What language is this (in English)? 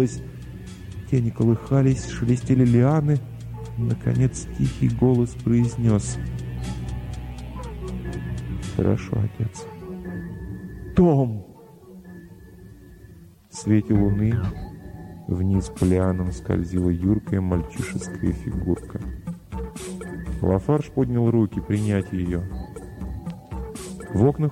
Russian